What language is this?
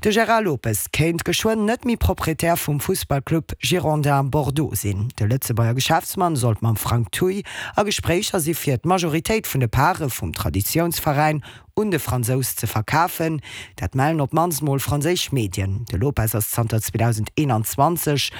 Luxembourgish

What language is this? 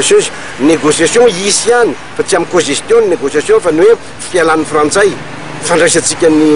Malagasy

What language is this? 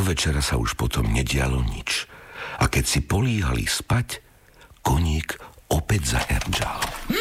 Slovak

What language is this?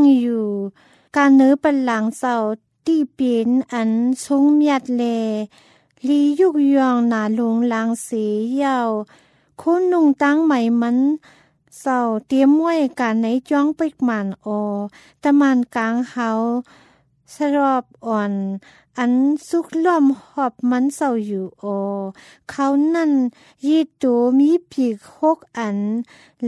Thai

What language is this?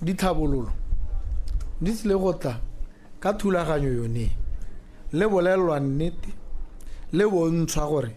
Tswana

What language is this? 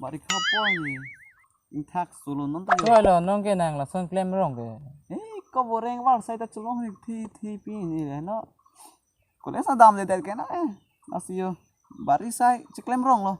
Karbi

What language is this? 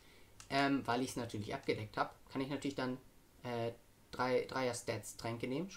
German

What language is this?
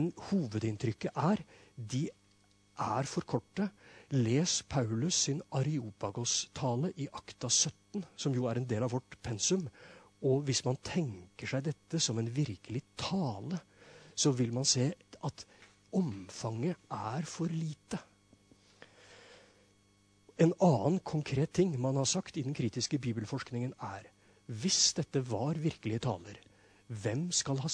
Norwegian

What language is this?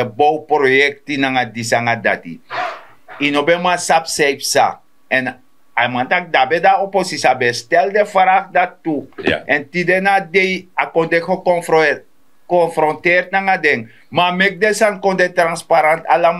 Sranan Tongo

